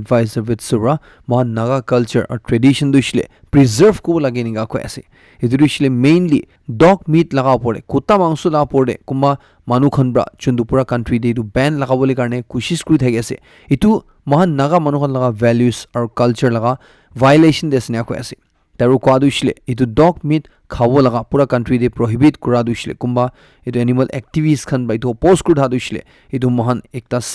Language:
Naga Pidgin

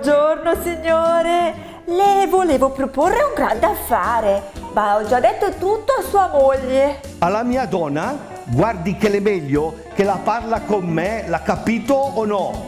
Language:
Lombard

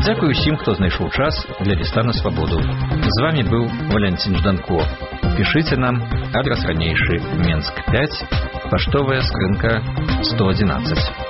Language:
Belarusian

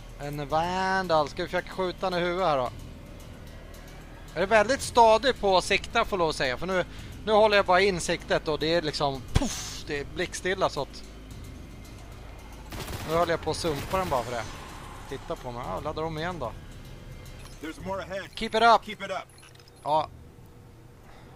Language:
Swedish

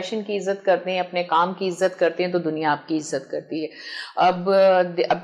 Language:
Urdu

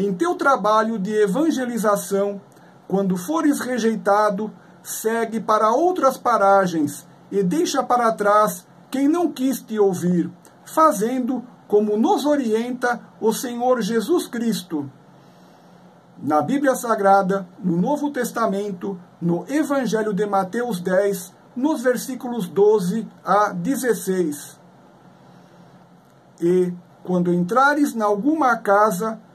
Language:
Portuguese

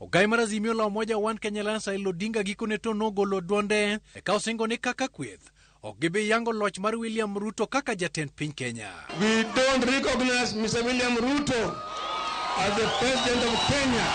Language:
Luo (Kenya and Tanzania)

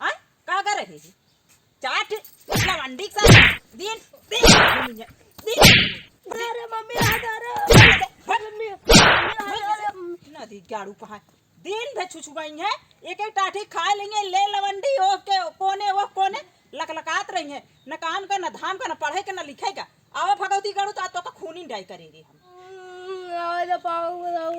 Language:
Awadhi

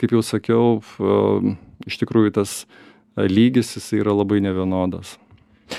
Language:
Lithuanian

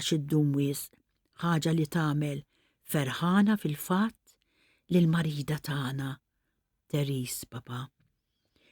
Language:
Maltese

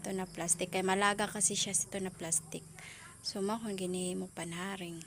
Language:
Waray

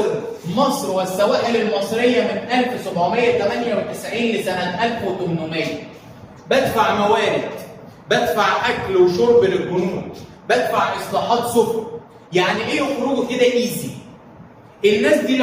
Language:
Egyptian Arabic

